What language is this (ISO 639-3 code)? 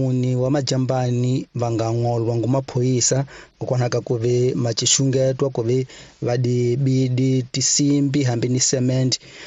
tso